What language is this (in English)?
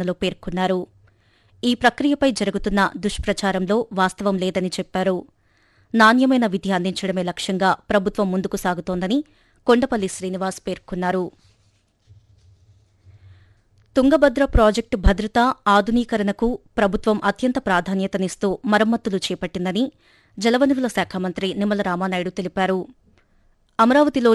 Telugu